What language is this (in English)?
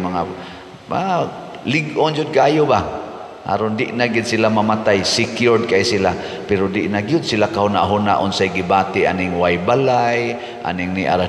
Cebuano